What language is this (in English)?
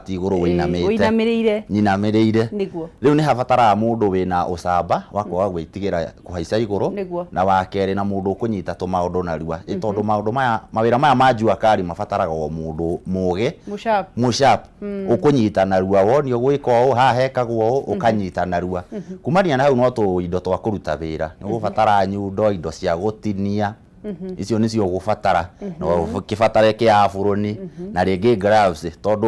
Kikuyu